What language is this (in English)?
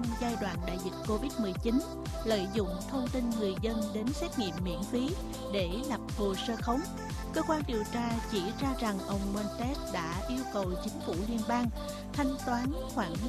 Vietnamese